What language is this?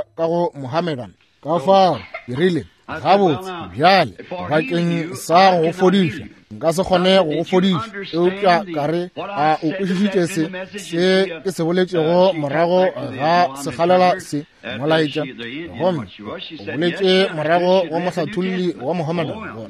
Northern Sotho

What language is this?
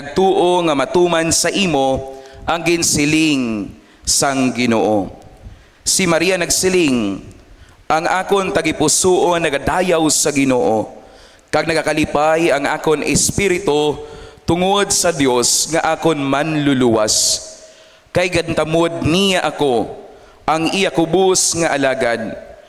Hiligaynon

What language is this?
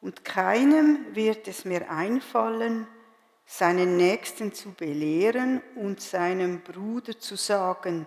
Swiss German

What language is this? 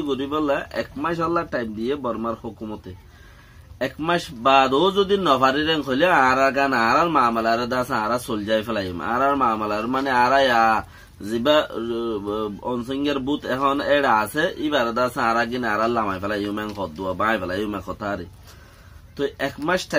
Rohingya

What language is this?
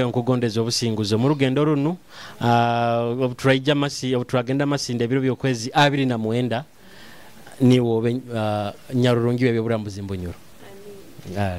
Nyoro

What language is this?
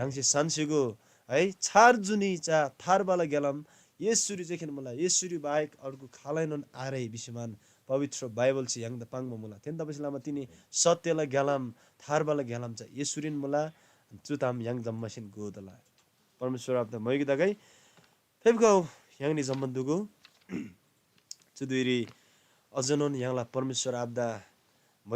Eastern Tamang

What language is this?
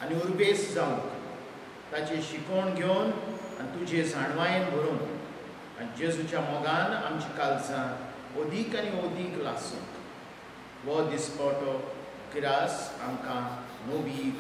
Konkani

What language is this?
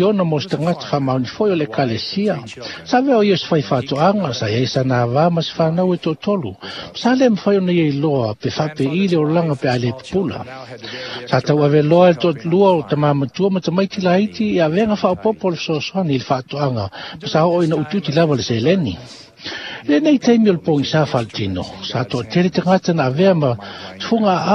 Samoan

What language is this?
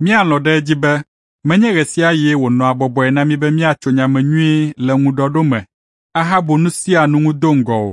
Ewe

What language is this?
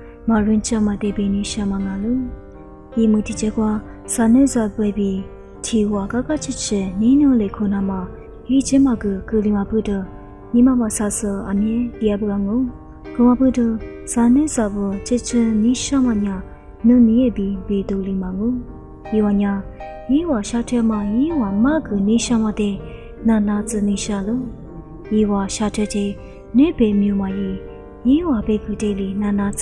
Lisu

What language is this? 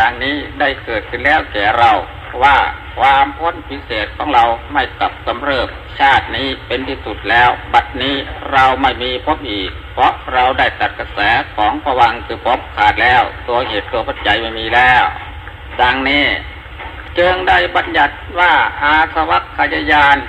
Thai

